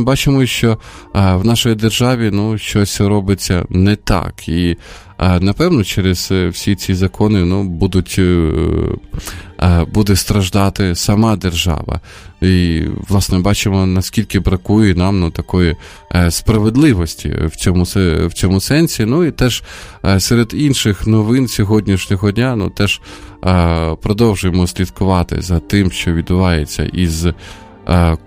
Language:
Ukrainian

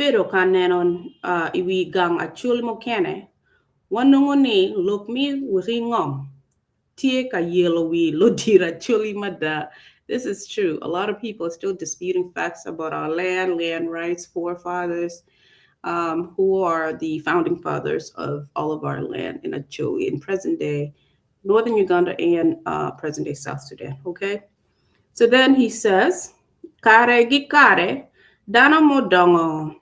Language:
Acoli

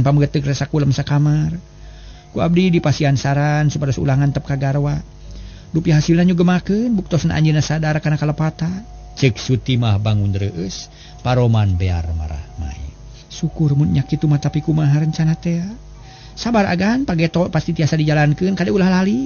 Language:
Sundanese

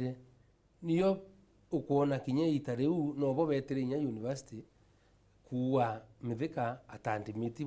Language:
Meru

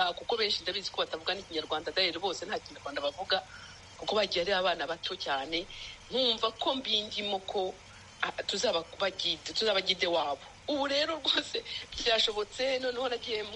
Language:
Kinyarwanda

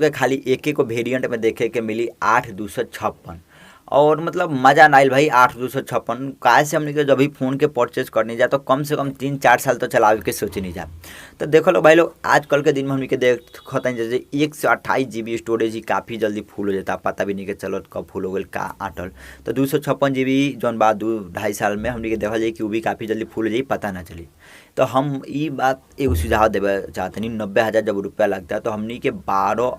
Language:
Bhojpuri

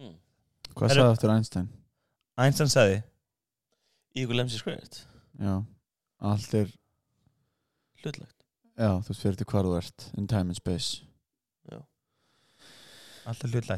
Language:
Icelandic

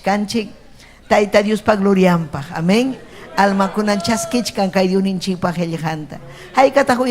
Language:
Ayacucho Quechua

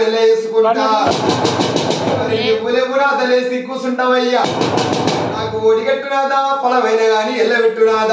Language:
Telugu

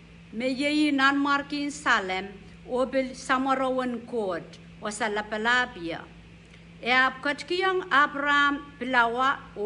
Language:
Pohnpeian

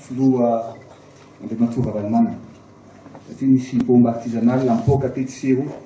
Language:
Malagasy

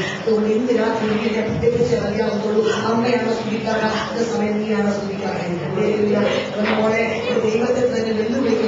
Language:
Malayalam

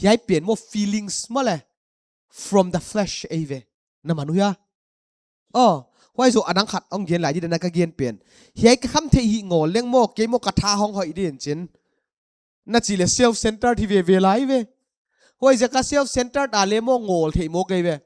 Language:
Paite Chin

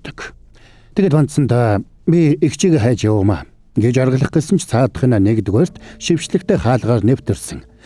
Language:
Mongolian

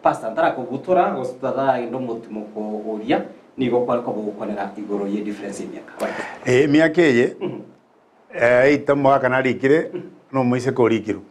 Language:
Gusii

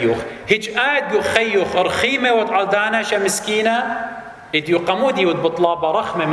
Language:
Assyrian Neo-Aramaic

